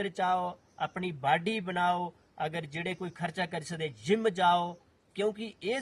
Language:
Dogri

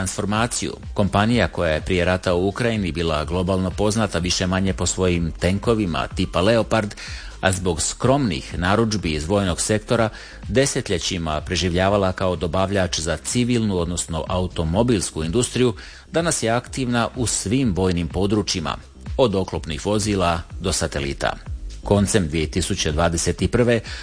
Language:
Croatian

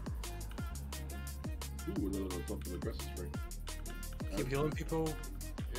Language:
English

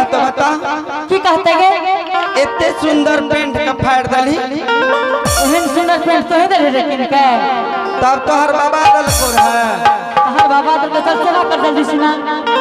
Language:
Angika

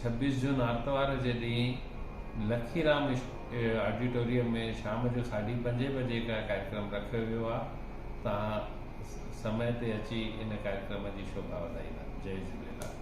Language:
Sindhi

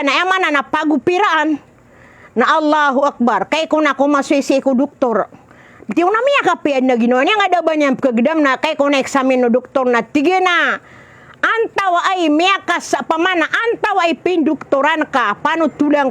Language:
Maranao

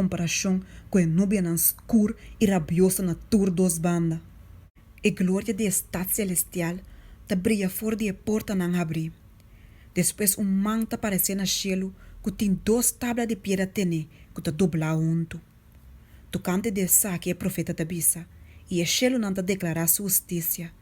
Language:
Papiamento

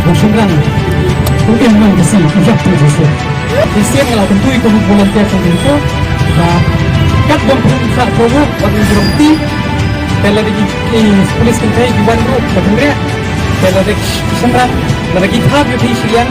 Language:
Khasi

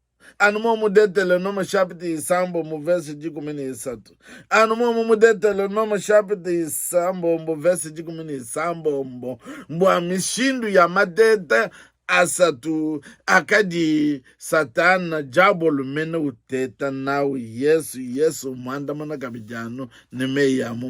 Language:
Luba-Lulua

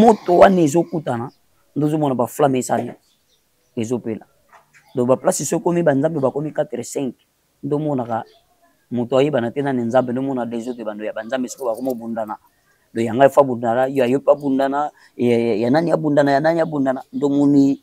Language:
Lingala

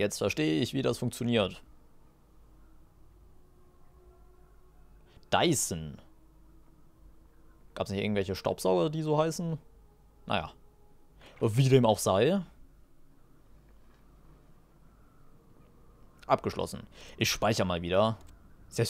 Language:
German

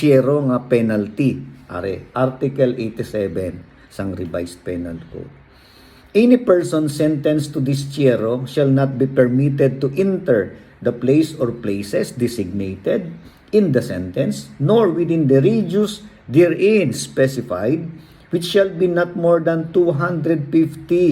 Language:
Hiligaynon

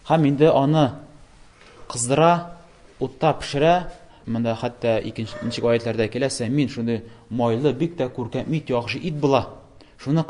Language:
Tatar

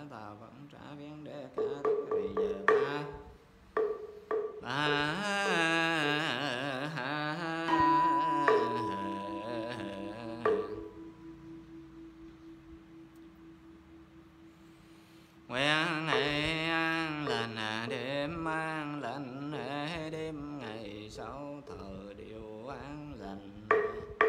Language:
Vietnamese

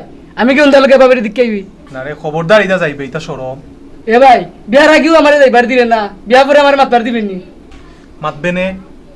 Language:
Sylheti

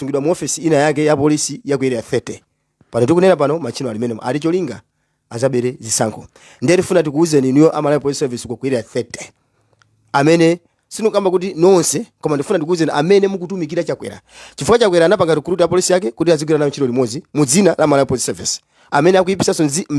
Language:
Nyanja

